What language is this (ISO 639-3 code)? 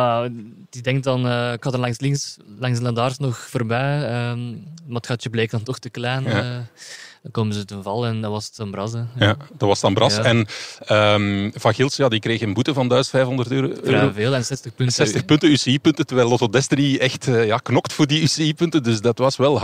nld